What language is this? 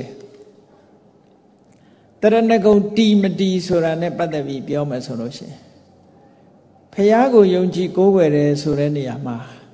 Burmese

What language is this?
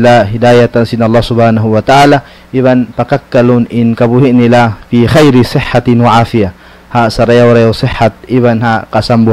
Tausug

